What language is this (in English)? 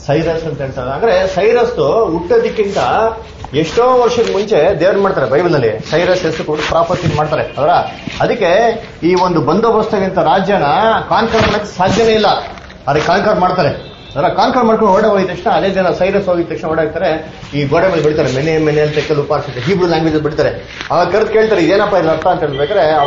Kannada